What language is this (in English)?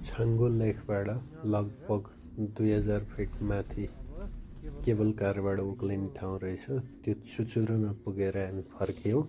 Nepali